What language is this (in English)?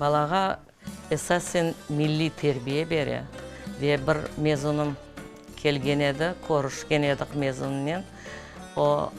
Crimean Tatar